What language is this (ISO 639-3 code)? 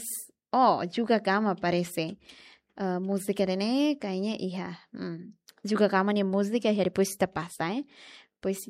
tet